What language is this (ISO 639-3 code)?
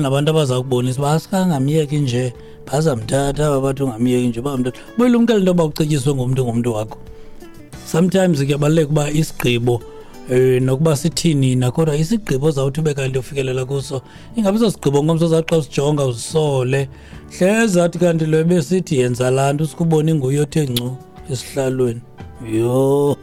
xho